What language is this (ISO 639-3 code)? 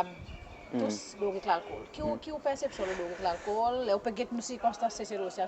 crs